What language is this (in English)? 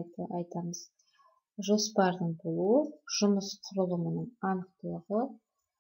Kazakh